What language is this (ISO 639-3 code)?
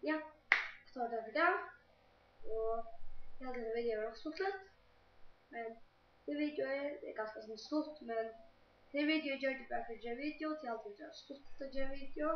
fao